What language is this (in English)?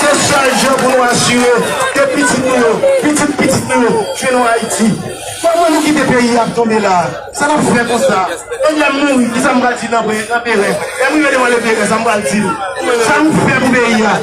Haitian Creole